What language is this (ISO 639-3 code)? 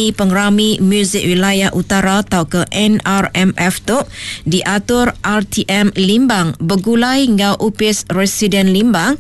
iba